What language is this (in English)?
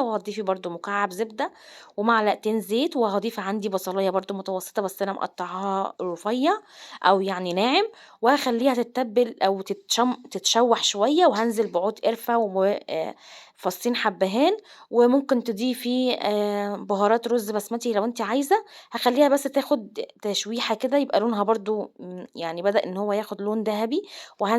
Egyptian Arabic